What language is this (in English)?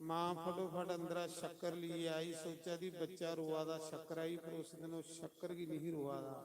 Dogri